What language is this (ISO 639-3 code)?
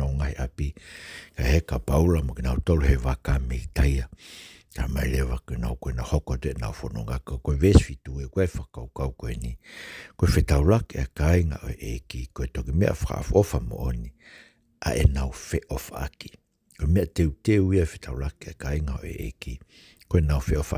ton